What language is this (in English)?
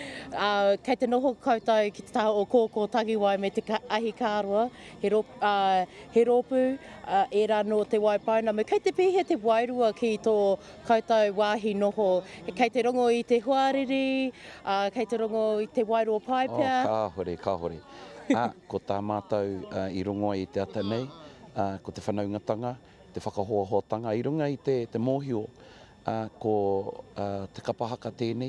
Māori